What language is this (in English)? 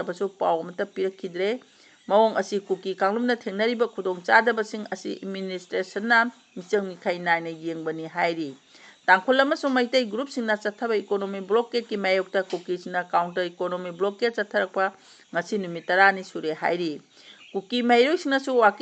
Manipuri